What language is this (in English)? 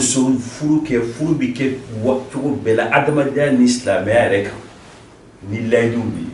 Bambara